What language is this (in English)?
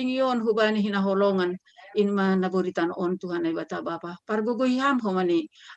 Batak Simalungun